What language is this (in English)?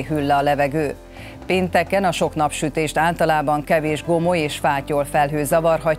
Hungarian